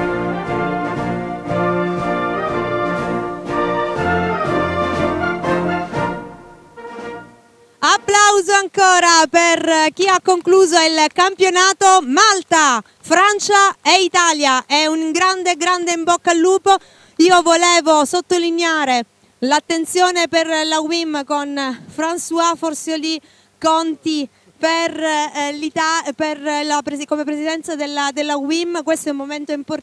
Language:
Italian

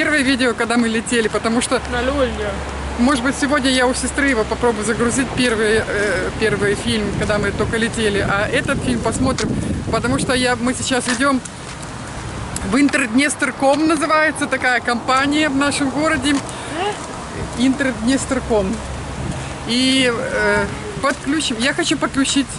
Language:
Russian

